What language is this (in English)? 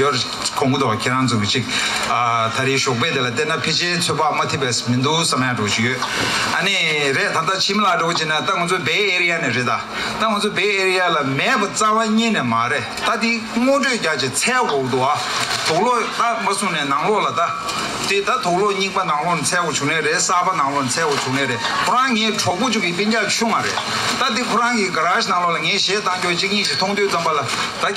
Tibetan